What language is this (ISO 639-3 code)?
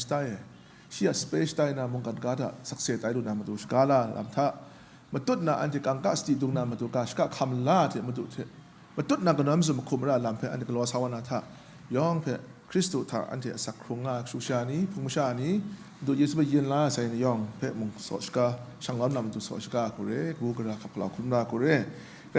kac